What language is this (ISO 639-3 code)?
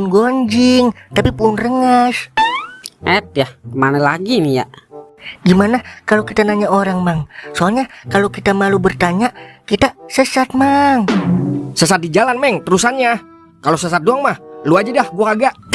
bew